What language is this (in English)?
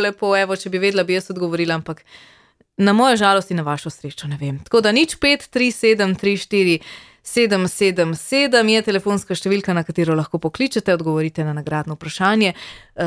Slovenian